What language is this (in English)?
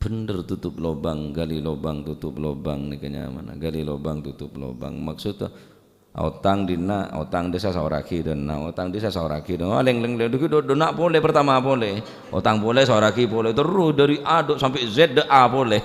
Madurese